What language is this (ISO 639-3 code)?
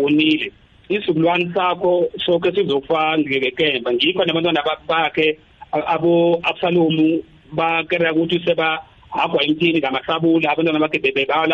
nbl